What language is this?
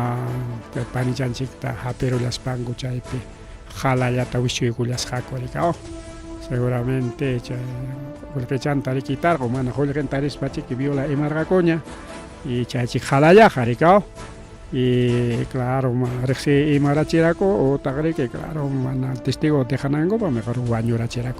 Ayacucho Quechua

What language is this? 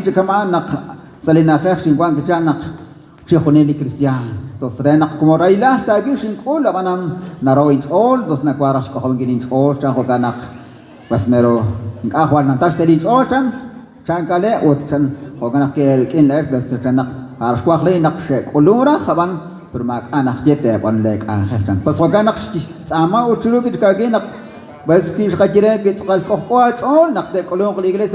Kekchí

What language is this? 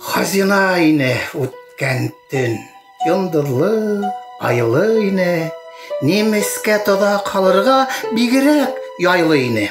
Bashkir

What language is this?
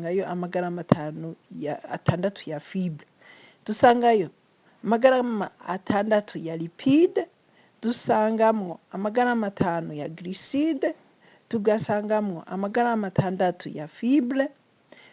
Rundi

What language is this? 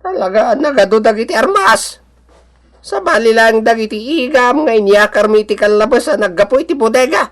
Iloko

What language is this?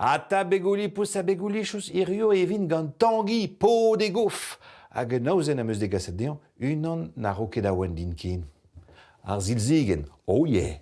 Breton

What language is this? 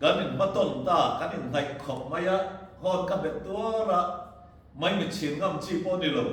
Mizo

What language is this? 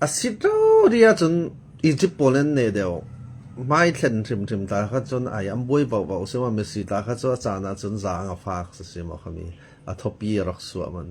Falam Chin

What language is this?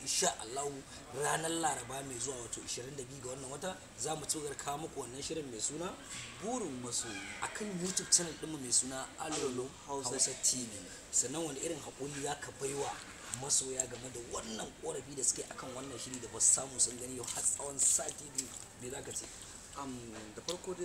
Hausa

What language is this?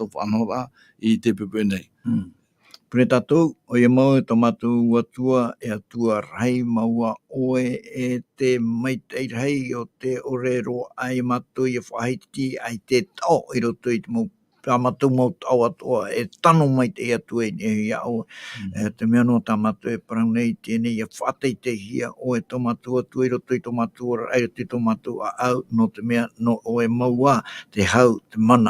Tahitian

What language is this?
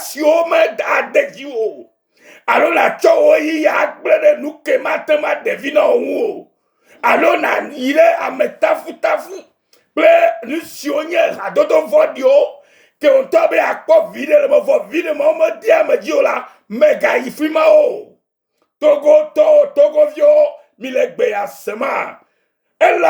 Ewe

